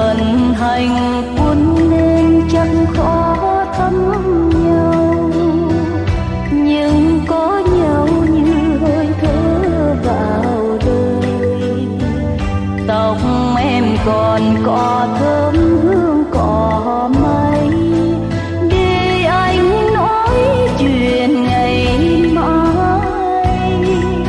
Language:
Vietnamese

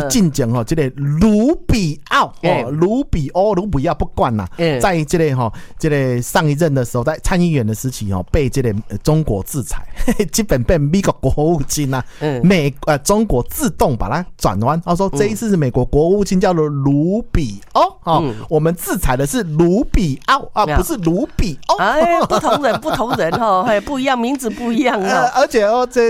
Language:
Chinese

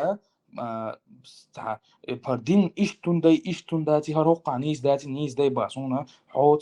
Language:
Chechen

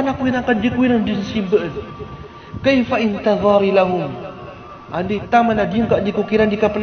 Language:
Maranao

